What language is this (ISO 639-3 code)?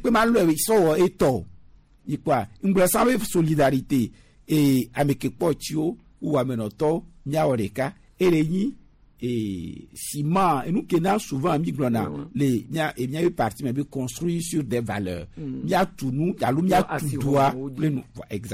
gej